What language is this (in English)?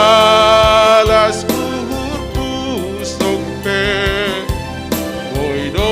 Batak Simalungun